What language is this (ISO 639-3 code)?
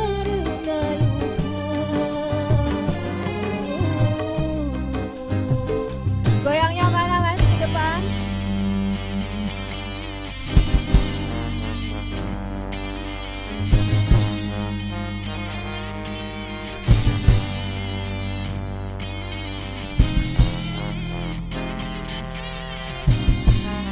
ind